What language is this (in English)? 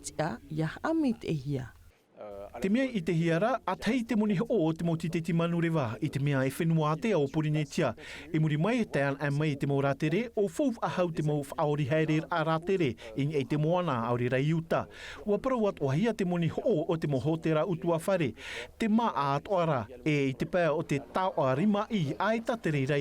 Tahitian